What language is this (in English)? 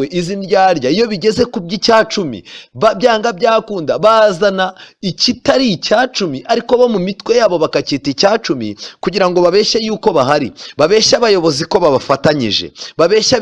Kinyarwanda